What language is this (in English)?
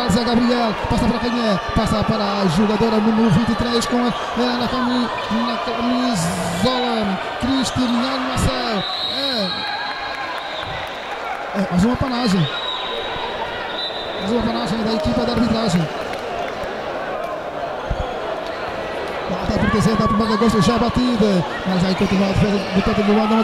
Portuguese